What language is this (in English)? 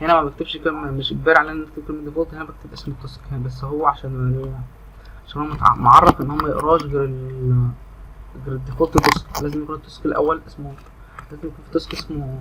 Egyptian Arabic